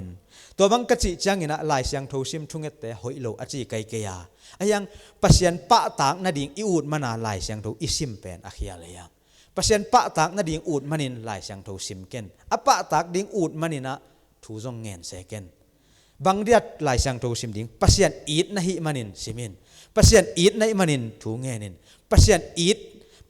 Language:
Tedim Chin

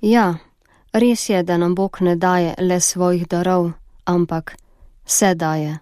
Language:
Slovenian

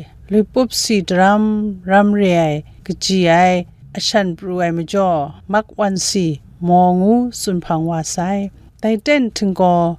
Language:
Kachin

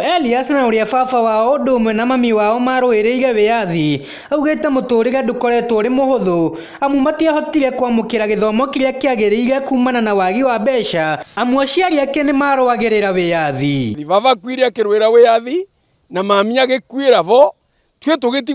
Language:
Kikuyu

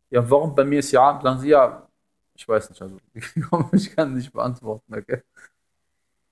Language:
German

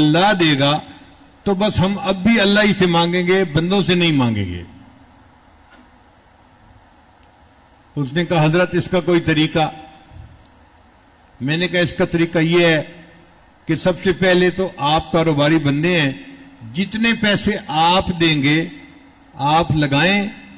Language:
Urdu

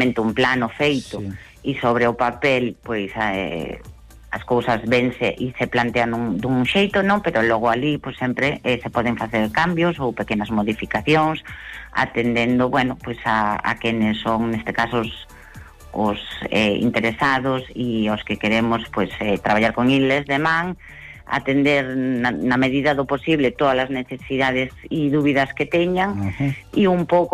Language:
Galician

